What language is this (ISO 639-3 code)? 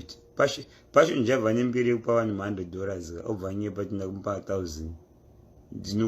sna